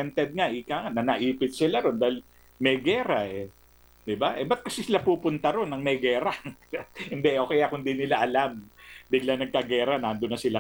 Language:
Filipino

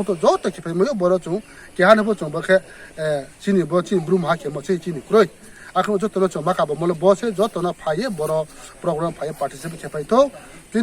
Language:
Riang (India)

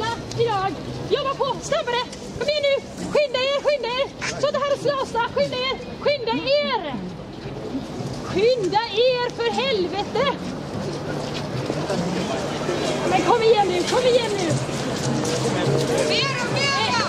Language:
Swedish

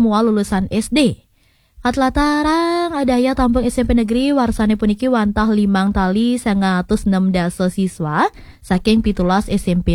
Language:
Balinese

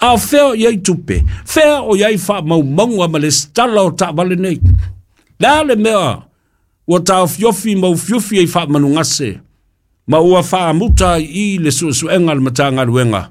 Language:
Samoan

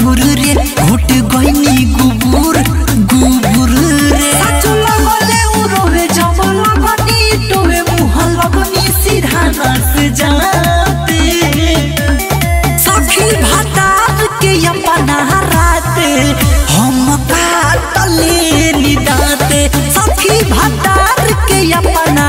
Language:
Bhojpuri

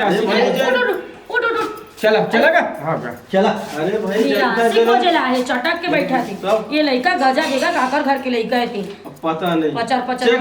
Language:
Chhattisgarhi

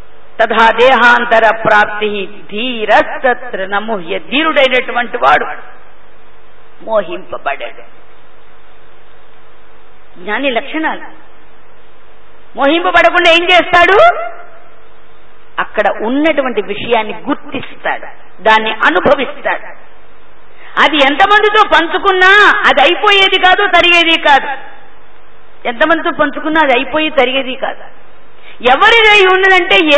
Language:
Telugu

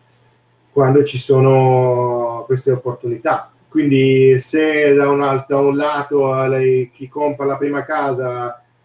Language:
Italian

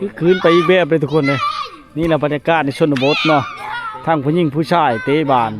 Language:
Lao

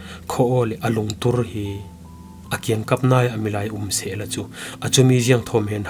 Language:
Falam Chin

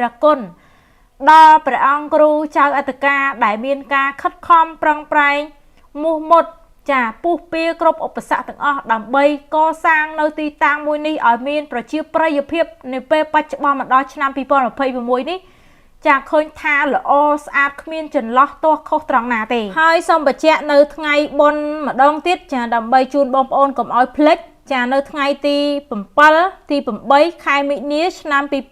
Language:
Khmer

